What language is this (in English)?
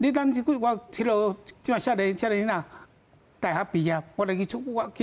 Min Nan Chinese